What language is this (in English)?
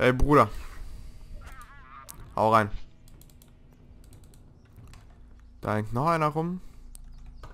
German